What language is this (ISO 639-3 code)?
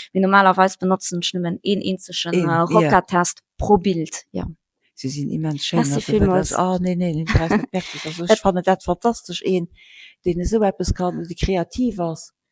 ltz